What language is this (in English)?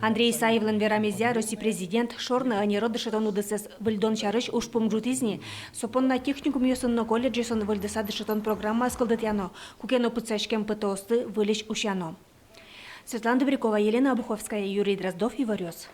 Udmurt